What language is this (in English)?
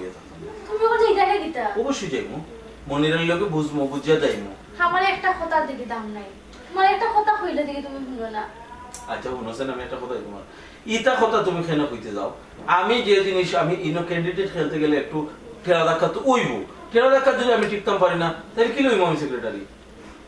Sylheti